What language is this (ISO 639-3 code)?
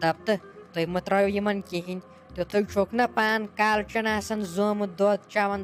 kas